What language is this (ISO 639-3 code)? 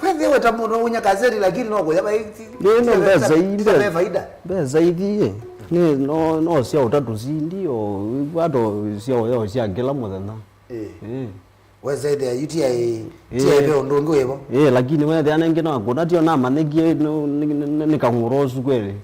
kam